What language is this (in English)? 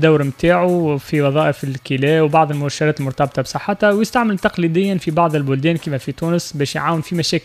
Tunisian Arabic